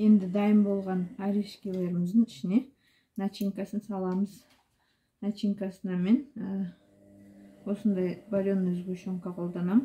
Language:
Kazakh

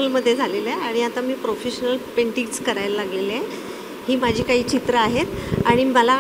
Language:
Marathi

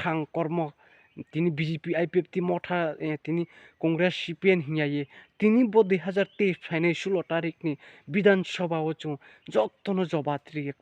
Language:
Riang (India)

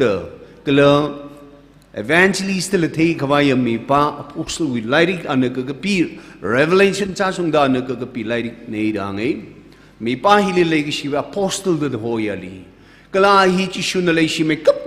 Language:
Tangkhul Naga (India)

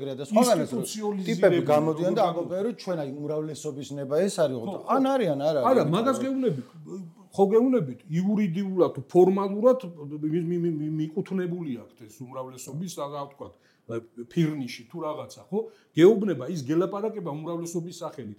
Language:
Georgian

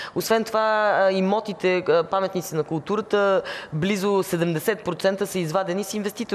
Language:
Bulgarian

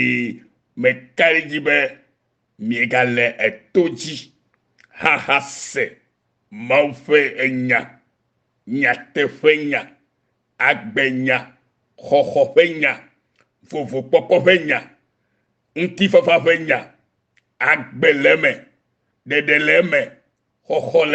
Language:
Ewe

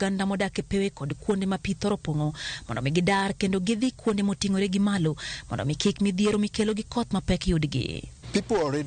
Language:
Luo (Kenya and Tanzania)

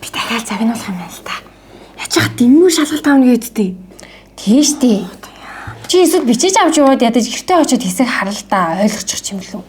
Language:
Mongolian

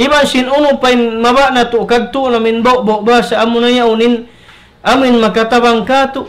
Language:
Tausug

